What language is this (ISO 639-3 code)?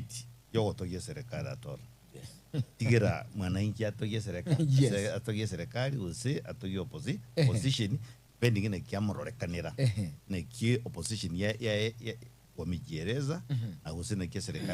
guz